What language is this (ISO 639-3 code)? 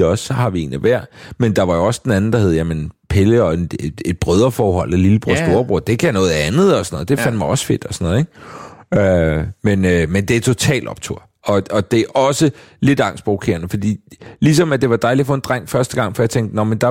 dan